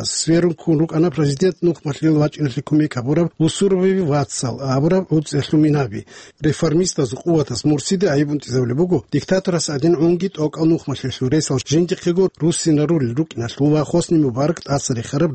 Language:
Avaric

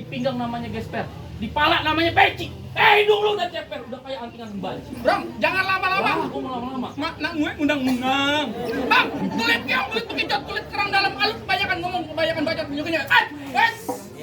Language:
Betawi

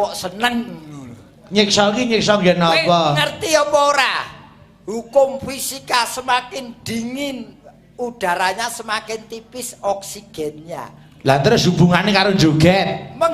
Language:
Javanese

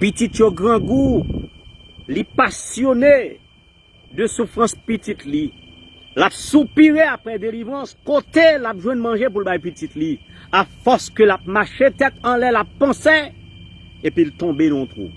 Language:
Haitian Creole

